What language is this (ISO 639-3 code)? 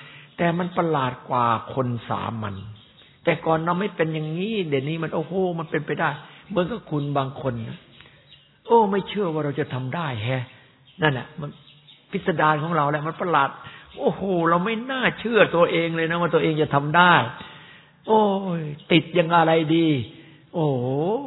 tha